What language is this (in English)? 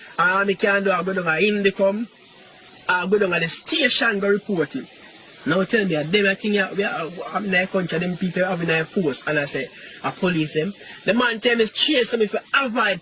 Jamaican Creole English